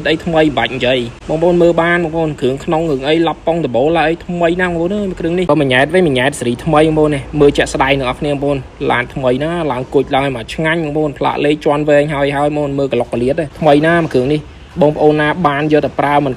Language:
Khmer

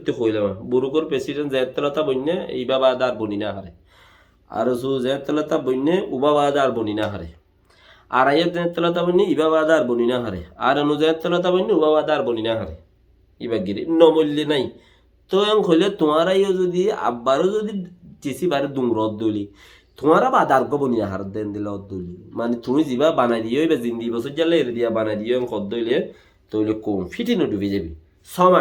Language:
Rohingya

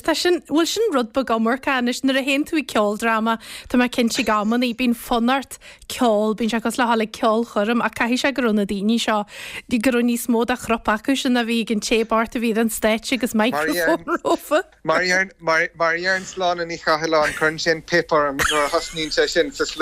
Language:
Irish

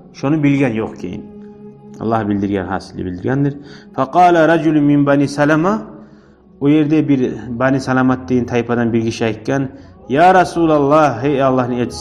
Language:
Kumyk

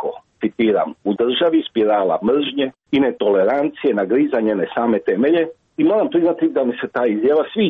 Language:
Croatian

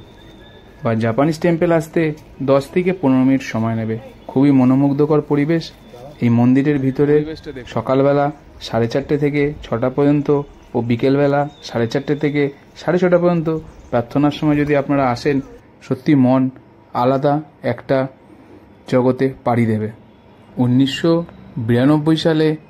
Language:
Bangla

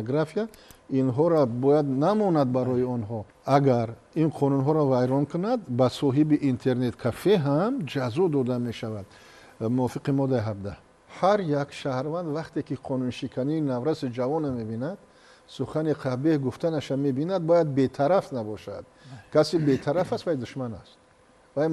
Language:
Tajik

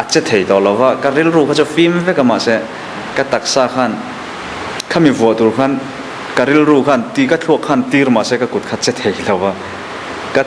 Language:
Mizo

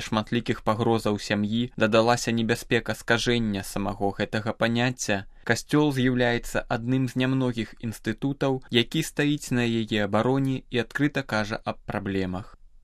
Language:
Belarusian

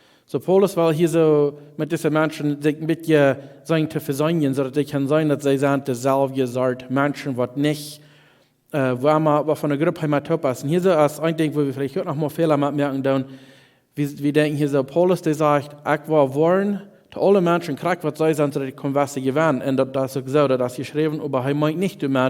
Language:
Plautdietsch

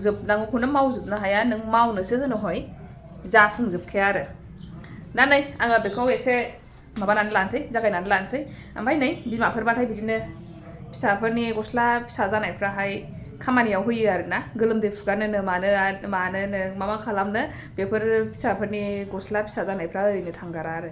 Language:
Bodo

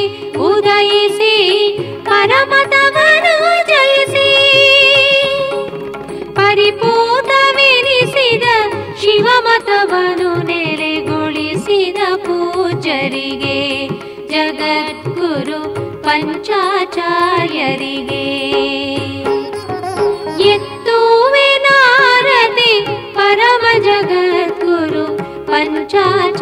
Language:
Kannada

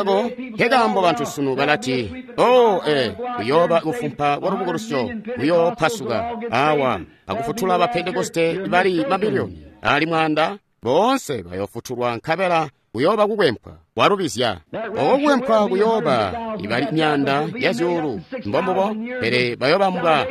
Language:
Tonga (Zambia)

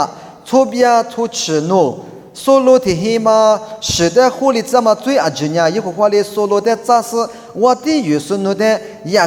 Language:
Lisu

